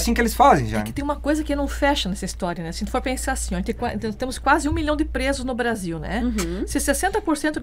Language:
Portuguese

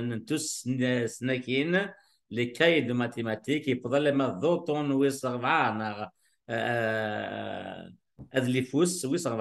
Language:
Kabyle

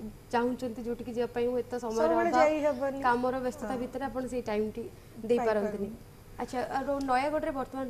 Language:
Odia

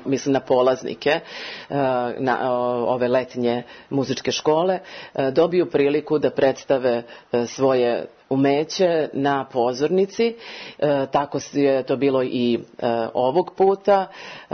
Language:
Serbian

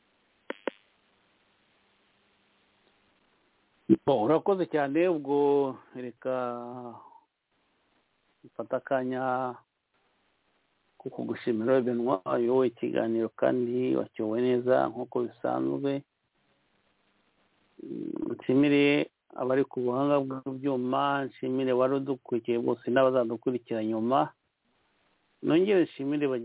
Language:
Kinyarwanda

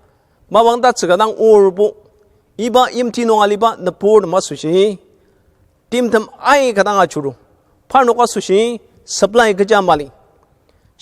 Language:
Ao Naga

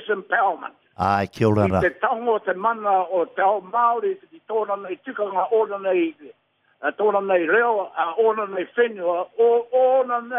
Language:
Māori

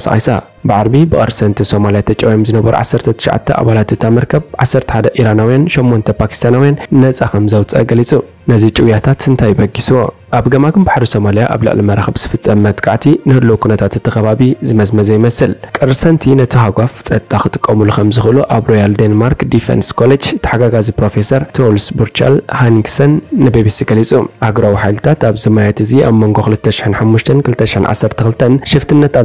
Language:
Tigrinya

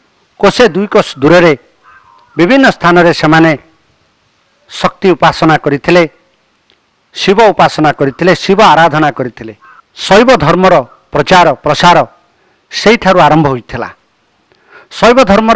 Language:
Odia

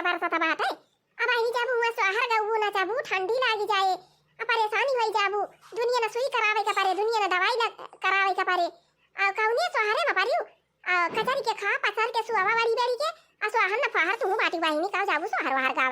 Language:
Awadhi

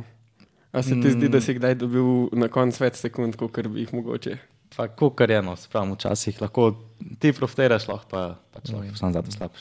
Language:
Slovenian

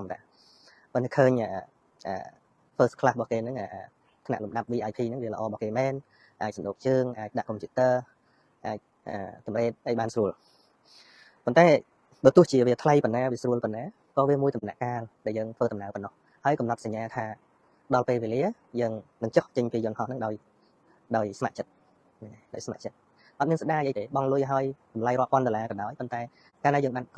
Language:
Khmer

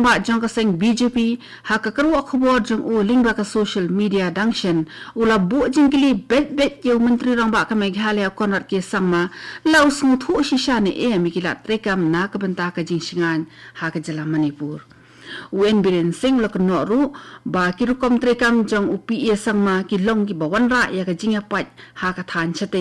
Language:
Khasi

